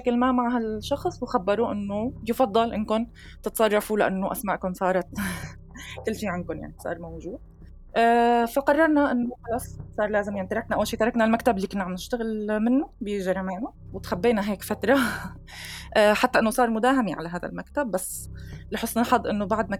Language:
North Levantine Arabic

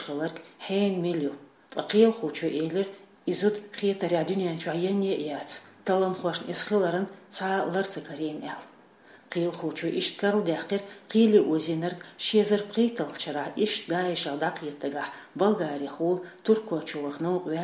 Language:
Chechen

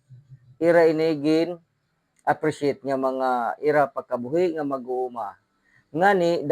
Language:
Waray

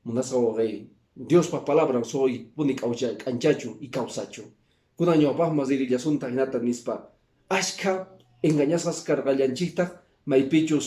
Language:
Quechua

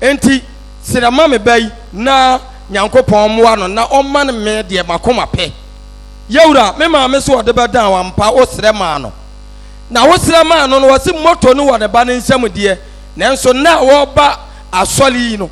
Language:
Akan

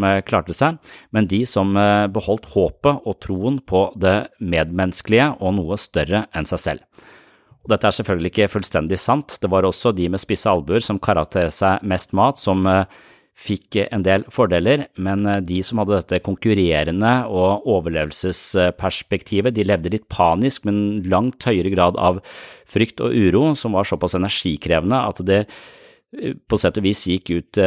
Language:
Norwegian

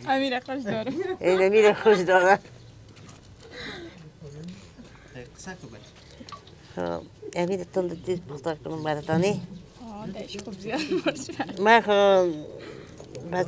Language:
Persian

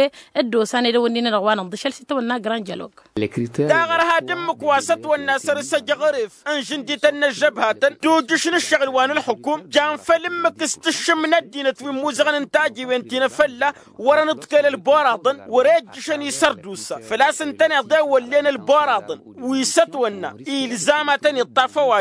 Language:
Tamasheq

